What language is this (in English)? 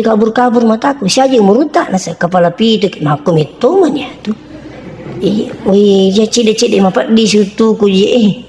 Buginese